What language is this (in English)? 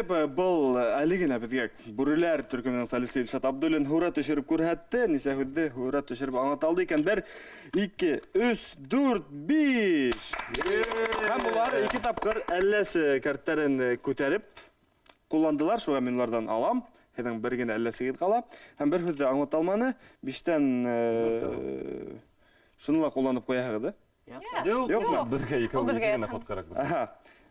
Bashkir